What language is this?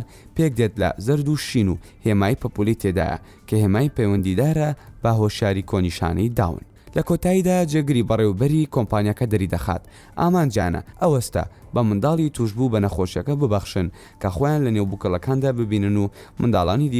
Central Kurdish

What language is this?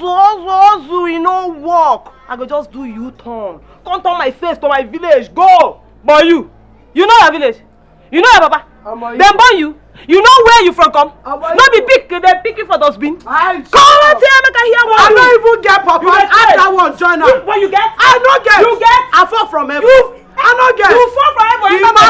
Nigerian Pidgin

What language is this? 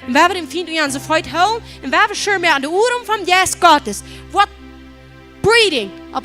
Plautdietsch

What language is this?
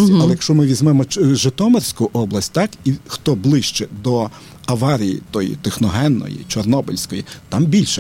Ukrainian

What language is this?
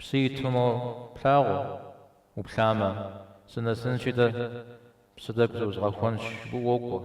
Kabardian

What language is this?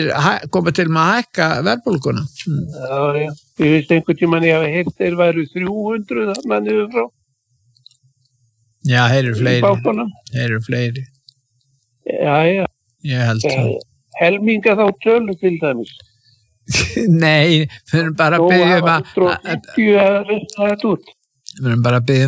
Icelandic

